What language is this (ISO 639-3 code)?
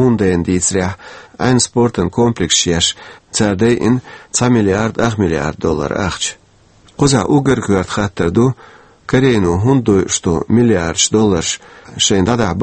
che